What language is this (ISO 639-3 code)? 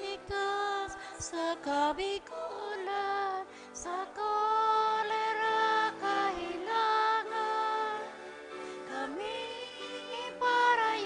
bik